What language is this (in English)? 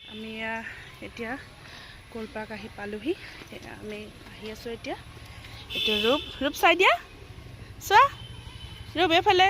Assamese